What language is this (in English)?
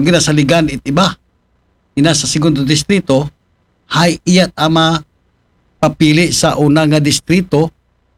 Aklanon